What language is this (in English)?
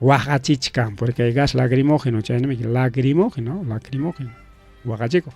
Ayacucho Quechua